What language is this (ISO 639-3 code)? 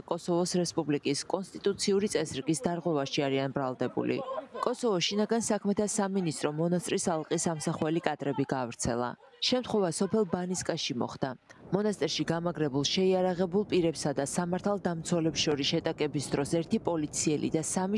kat